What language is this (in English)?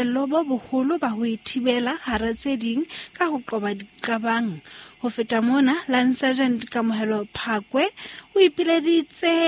Southern Sotho